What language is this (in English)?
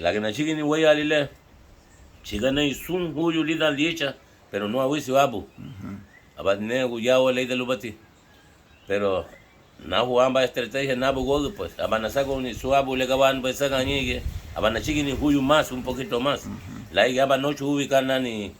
Garifuna